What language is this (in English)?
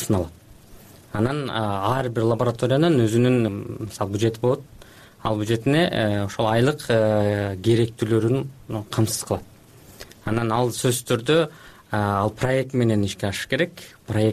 Kyrgyz